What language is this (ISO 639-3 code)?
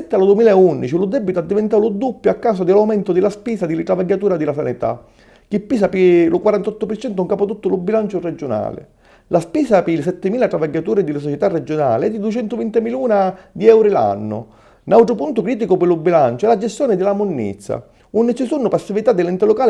scn